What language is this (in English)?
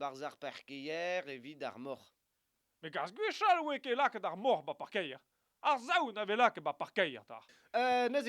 Breton